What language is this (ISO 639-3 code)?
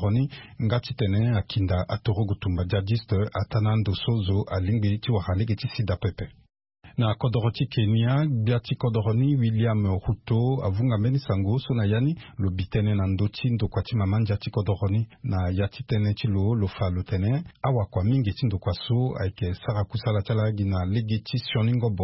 sag